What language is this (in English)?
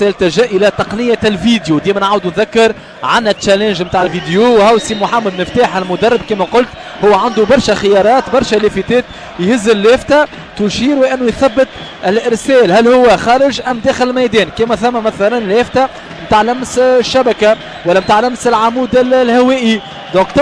Tunisian Arabic